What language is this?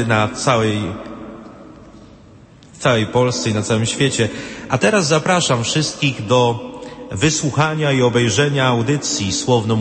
Polish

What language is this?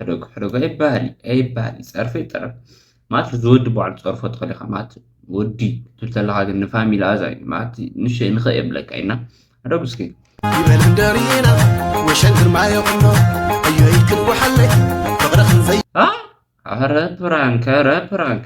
Tigrinya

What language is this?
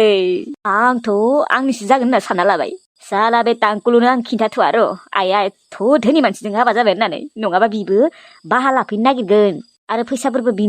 Bodo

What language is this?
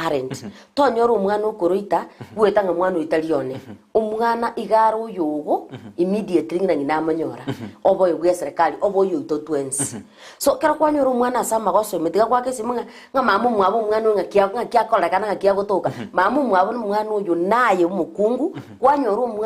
Gusii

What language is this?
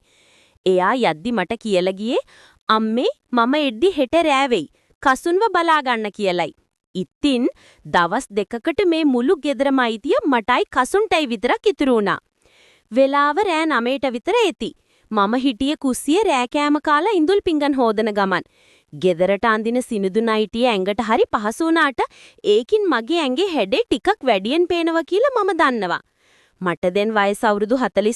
Sinhala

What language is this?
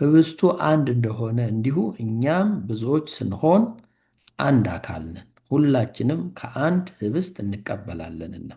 Amharic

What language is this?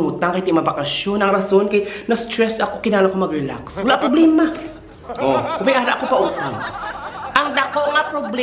Hiligaynon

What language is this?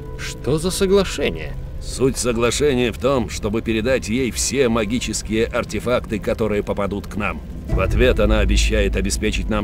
Russian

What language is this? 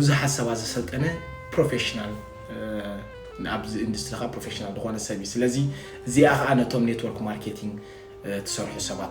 Tigrinya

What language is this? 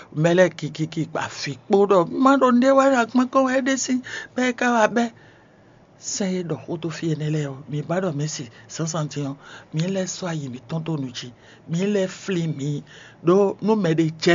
Fon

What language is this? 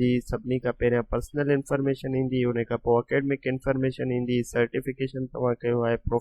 Sindhi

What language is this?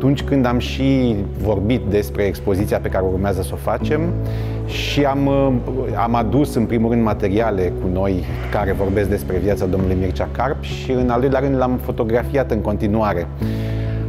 Romanian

